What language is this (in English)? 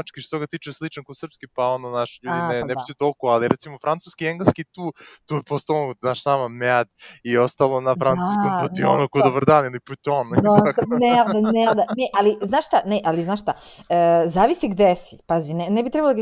Serbian